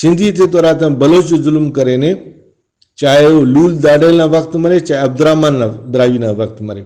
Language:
Brahui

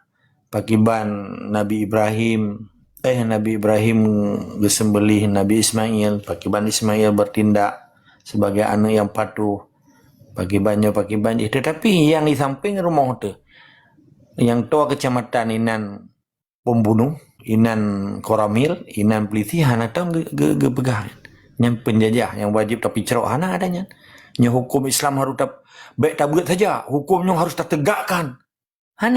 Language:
Achinese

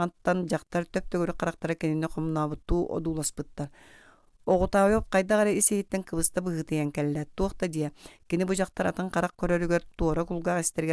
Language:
Yakut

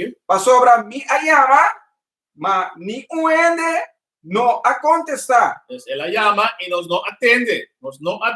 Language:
Papiamento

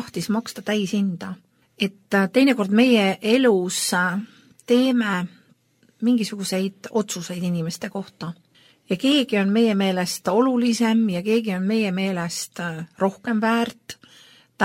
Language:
Estonian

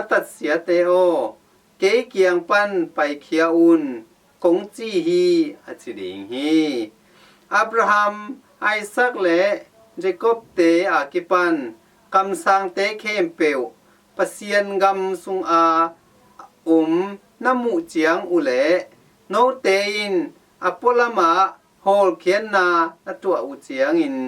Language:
Tedim Chin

